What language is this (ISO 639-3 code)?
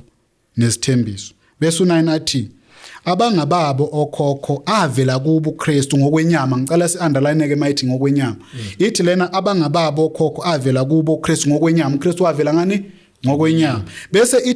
zul